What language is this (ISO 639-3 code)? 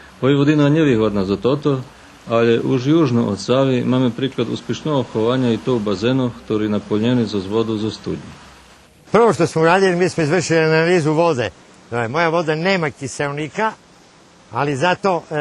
rue